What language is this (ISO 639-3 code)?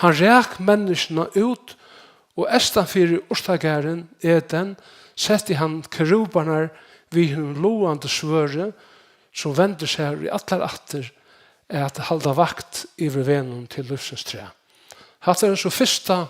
fao